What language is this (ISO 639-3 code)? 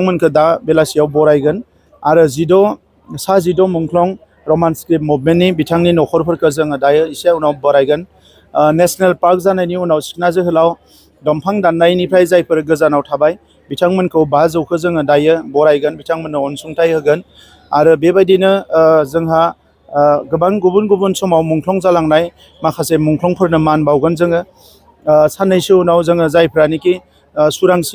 brx